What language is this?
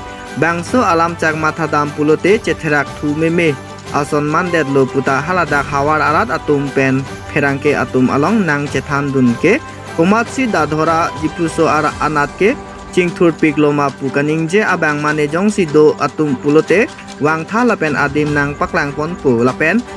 Karbi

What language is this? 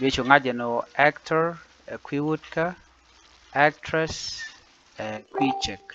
Nuer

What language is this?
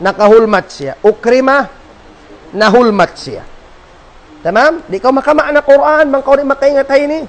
Tausug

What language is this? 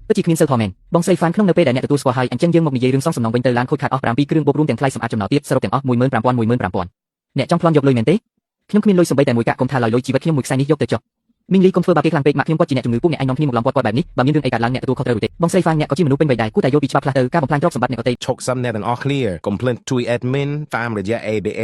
Khmer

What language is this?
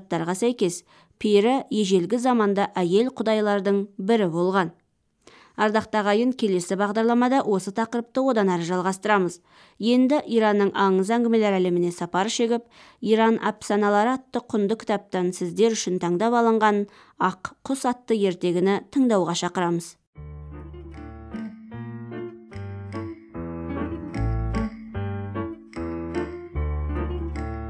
Kazakh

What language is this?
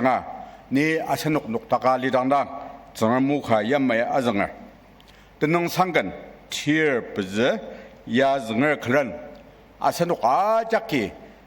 Ao Naga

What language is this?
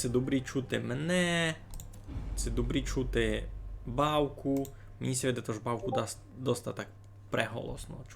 Rusyn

